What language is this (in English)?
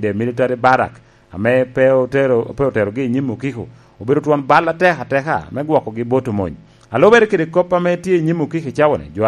Lango (Uganda)